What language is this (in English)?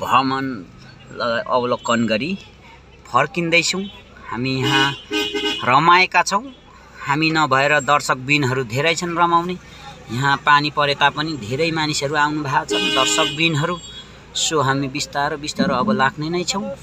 Nepali